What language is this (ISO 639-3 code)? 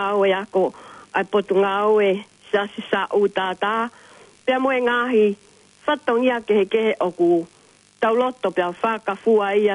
ton